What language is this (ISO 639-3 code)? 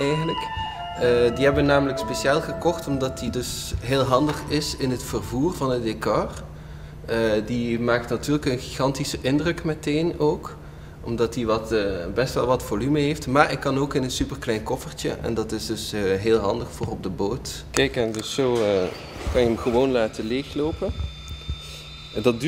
nld